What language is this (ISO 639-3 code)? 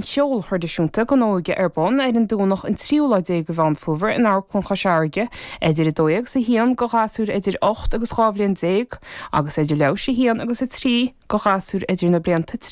gle